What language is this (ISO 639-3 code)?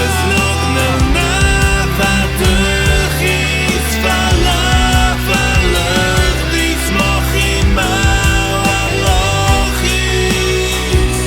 oss